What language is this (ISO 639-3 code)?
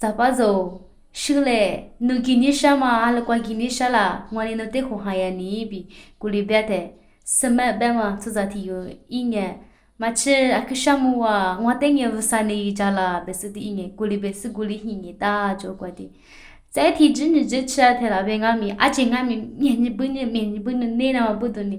lis